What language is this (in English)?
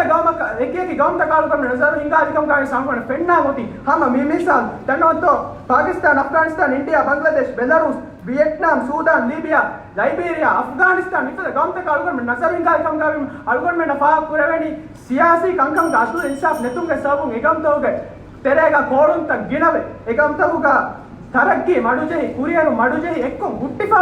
Divehi